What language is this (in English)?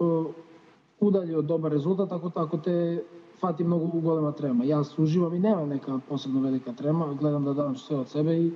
Macedonian